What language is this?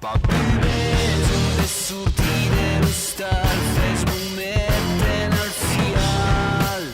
Occitan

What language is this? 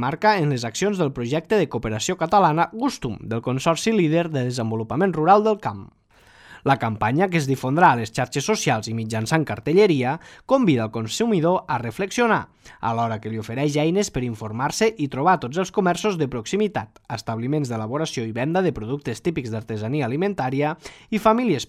Catalan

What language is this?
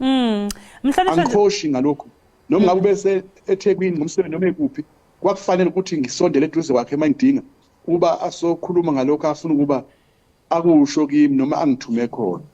Zulu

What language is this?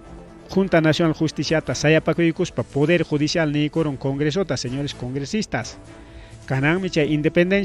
Ayacucho Quechua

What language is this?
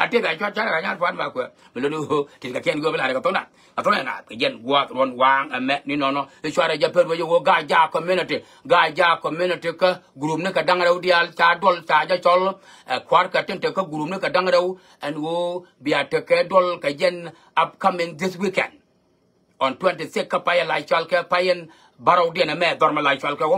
Nuer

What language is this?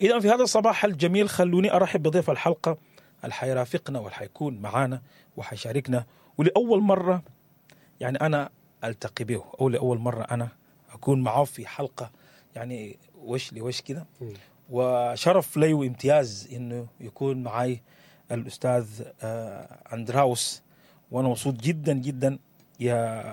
Sudanese Arabic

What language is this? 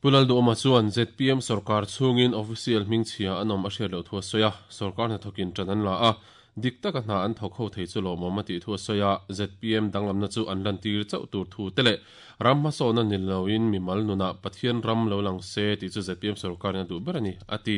Mizo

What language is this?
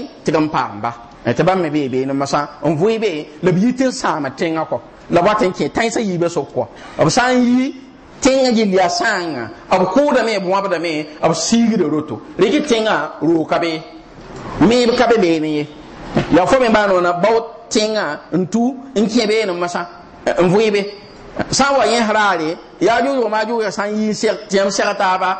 Mossi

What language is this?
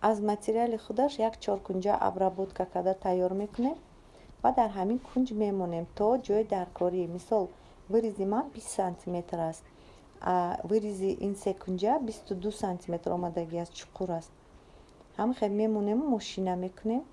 Tajik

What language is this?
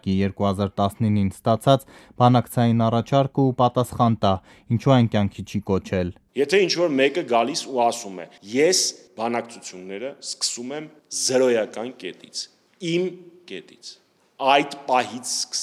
Armenian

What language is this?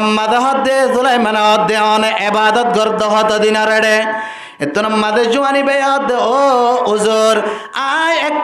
Rohingya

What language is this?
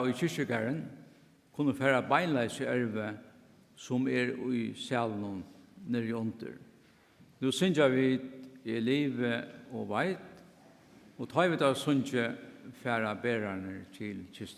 Faroese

